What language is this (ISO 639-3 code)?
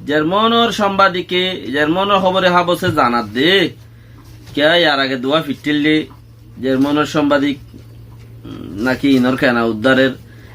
rhg